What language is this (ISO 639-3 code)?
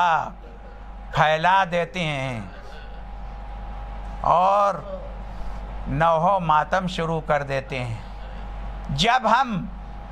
urd